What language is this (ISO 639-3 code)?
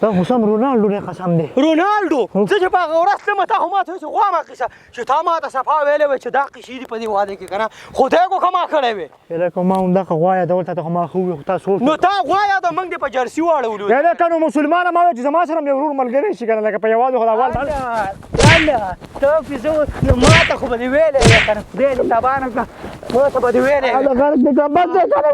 pus